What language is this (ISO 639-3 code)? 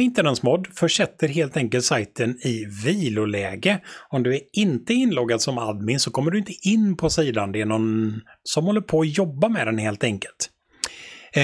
swe